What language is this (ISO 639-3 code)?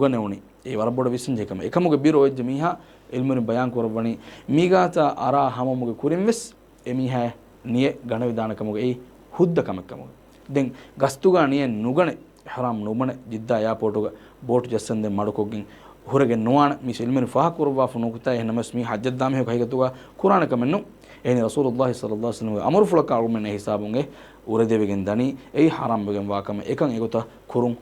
div